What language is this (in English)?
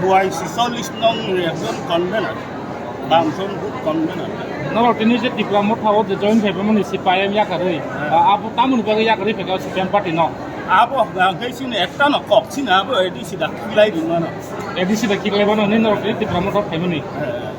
Kok Borok